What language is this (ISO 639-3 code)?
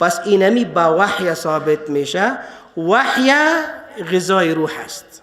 fas